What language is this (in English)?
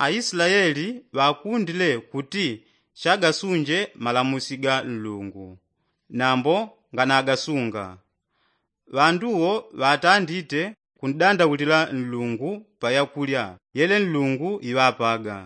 Yao